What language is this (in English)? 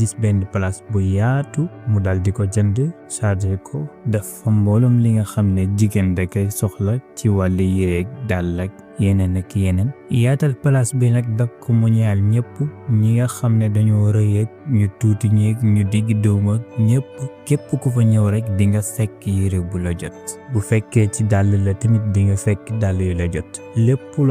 Wolof